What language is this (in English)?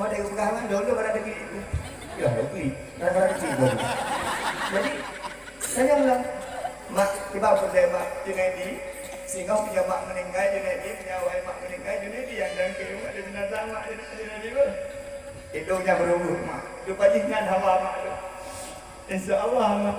Achinese